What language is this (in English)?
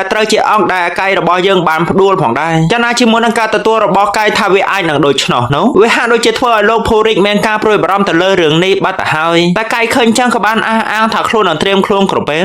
Khmer